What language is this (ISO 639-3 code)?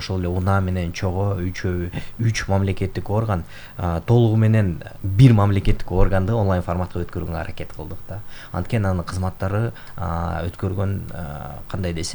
kir